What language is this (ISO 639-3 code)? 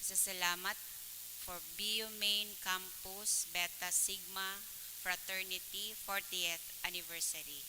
bik